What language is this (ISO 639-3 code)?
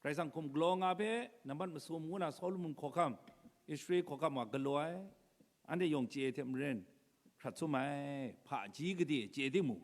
kac